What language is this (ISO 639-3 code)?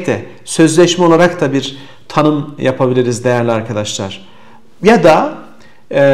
tur